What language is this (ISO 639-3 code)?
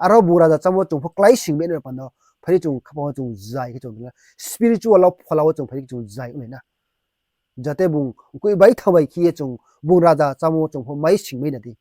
ria